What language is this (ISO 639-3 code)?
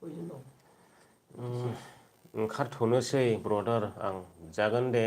brx